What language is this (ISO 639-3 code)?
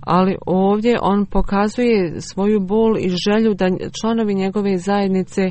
bos